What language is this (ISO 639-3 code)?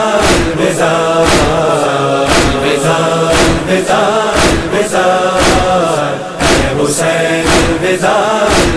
urd